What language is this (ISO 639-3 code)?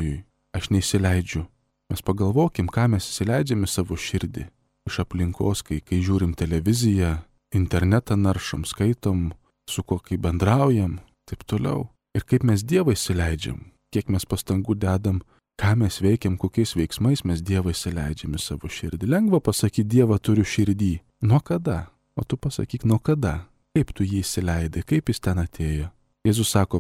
lit